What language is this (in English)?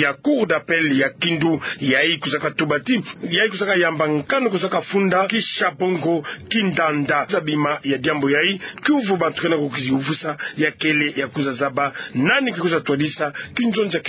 Kituba (Democratic Republic of Congo)